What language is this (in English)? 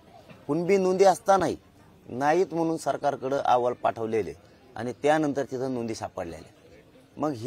Marathi